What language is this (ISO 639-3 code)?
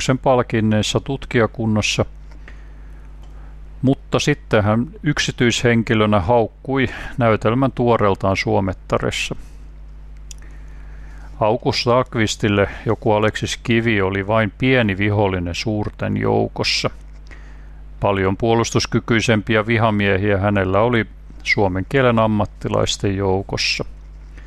fin